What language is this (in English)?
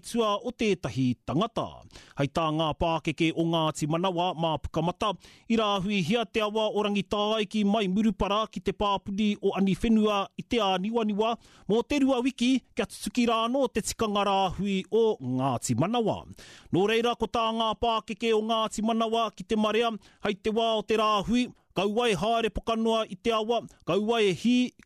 Māori